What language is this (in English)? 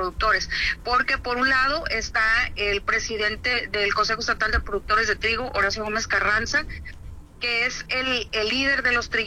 Spanish